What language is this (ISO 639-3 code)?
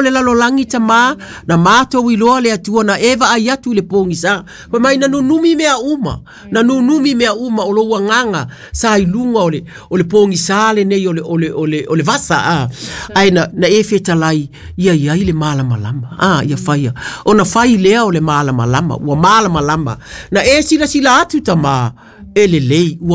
smo